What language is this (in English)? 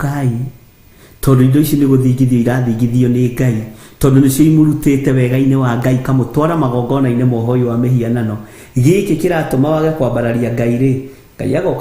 Kikuyu